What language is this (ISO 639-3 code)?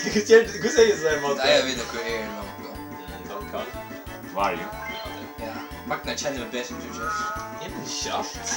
fao